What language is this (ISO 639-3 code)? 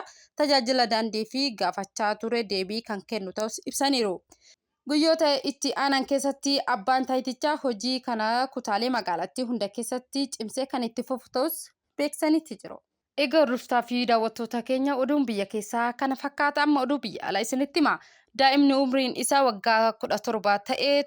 orm